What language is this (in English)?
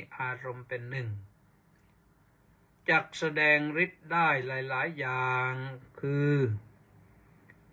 Thai